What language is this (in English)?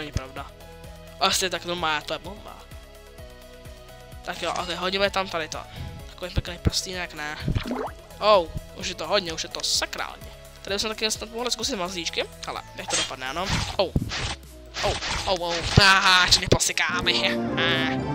Czech